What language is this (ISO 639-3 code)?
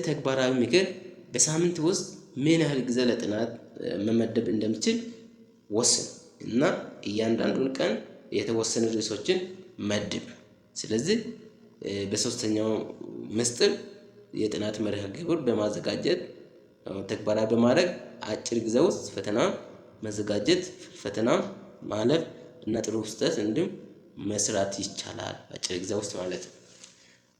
amh